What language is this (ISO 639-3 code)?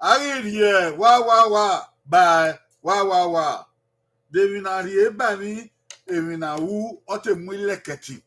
bin